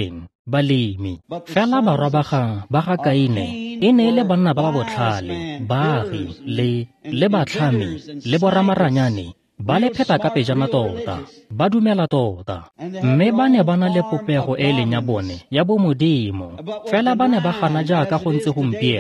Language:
Tswana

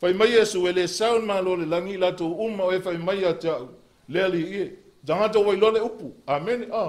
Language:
Samoan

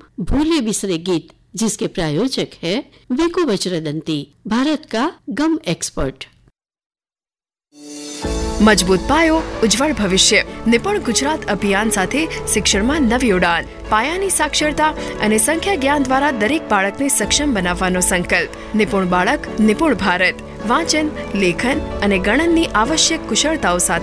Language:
Gujarati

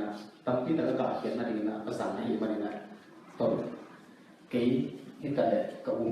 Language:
Tedim Chin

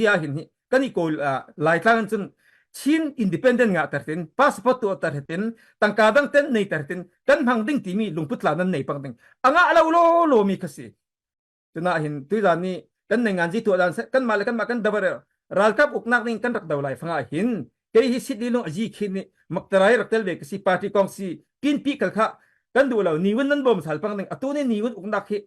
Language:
Falam Chin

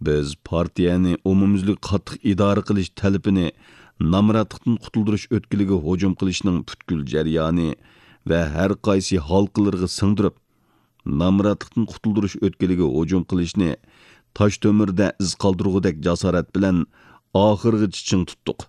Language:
Uyghur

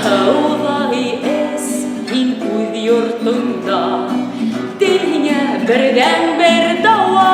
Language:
Bashkir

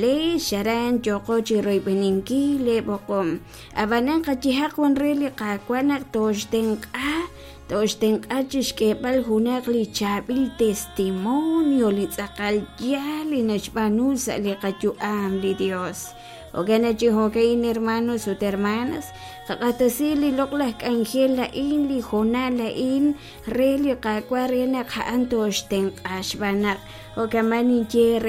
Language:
Kekchí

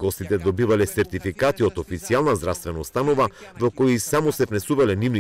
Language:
Macedonian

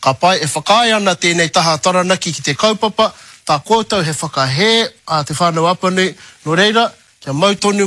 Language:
Māori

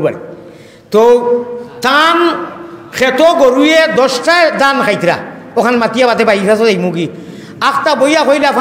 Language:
Sylheti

